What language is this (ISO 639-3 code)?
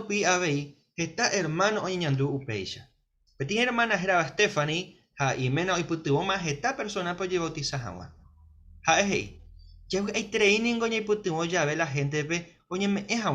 grn